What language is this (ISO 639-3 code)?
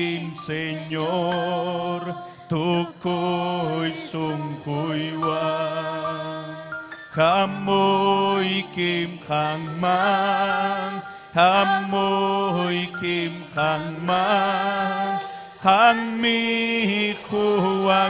quy